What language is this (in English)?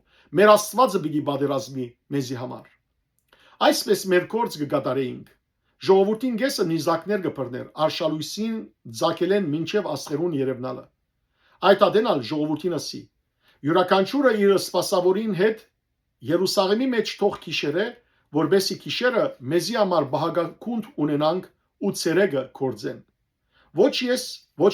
Western Armenian